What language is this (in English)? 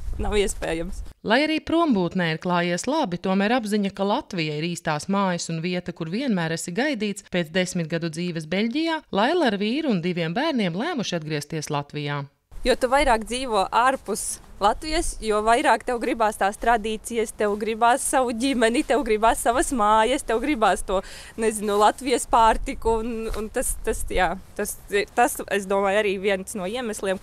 Latvian